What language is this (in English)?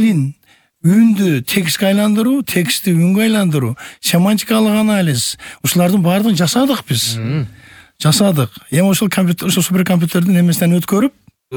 Kyrgyz